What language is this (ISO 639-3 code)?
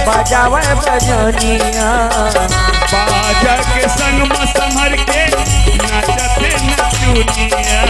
hne